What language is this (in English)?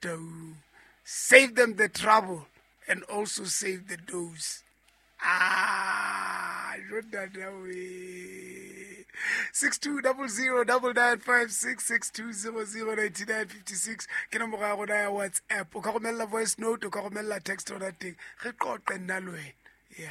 Southern Sotho